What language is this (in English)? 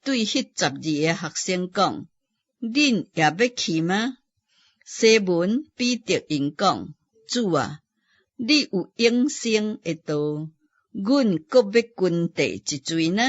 Min Nan Chinese